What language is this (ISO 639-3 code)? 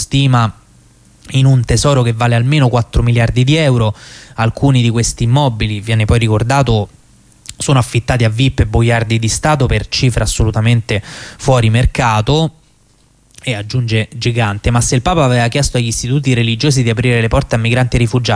ita